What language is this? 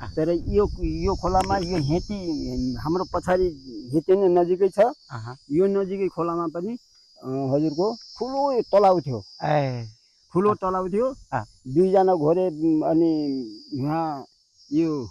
Nepali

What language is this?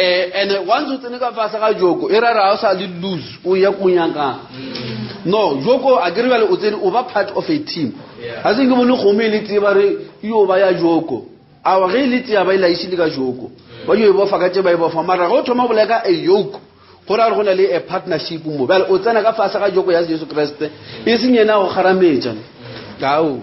Northern Sotho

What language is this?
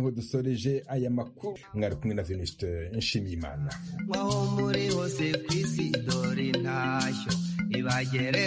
Kinyarwanda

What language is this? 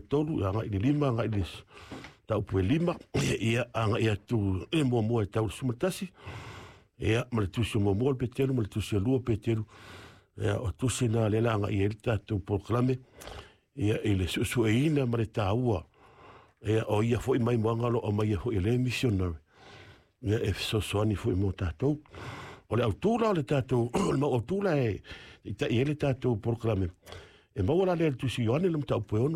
Samoan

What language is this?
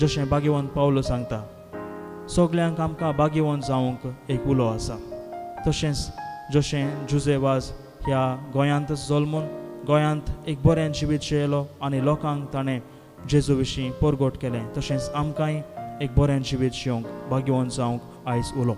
Konkani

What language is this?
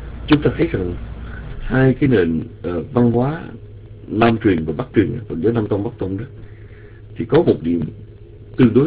Vietnamese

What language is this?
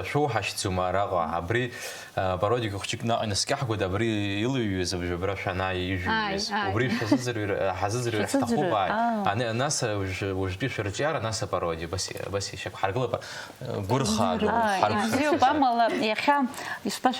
Abkhazian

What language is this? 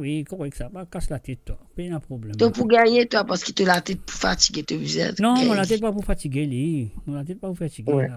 Morisyen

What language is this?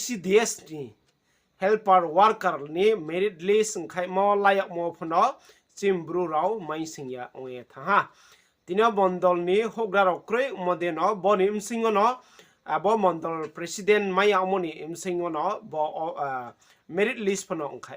Riang (India)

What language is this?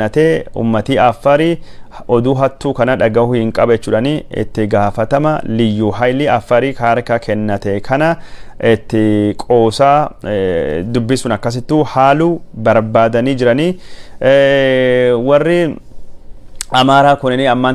Oromo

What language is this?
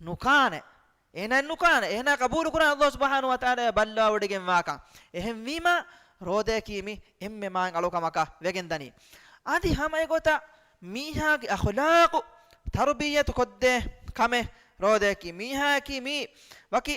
Divehi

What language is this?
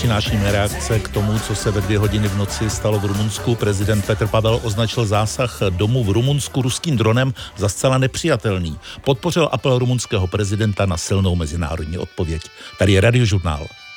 Czech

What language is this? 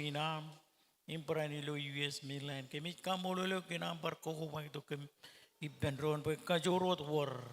Marshallese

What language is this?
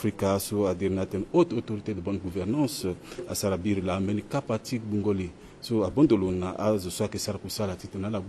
Sango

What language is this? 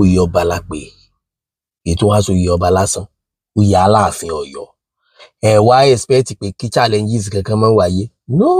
Yoruba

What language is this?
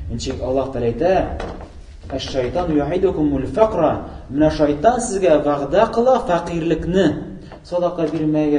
Tatar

